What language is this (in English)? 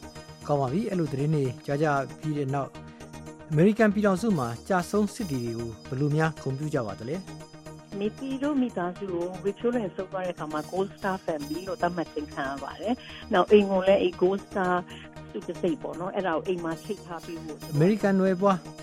Burmese